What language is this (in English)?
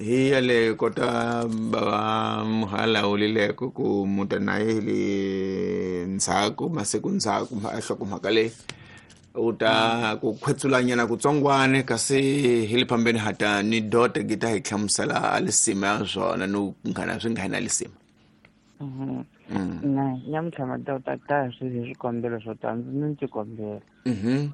Tsonga